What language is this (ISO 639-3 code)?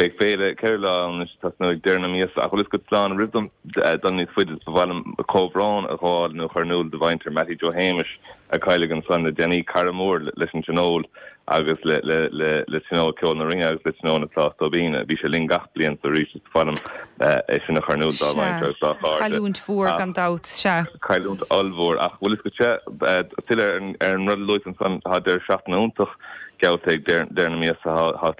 gle